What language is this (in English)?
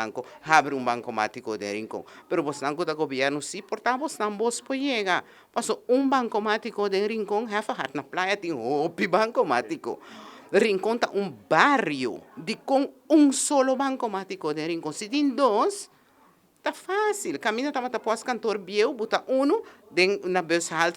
Papiamento